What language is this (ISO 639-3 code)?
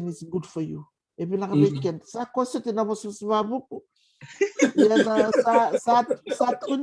fij